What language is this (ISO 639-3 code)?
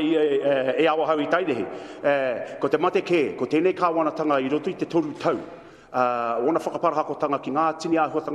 mri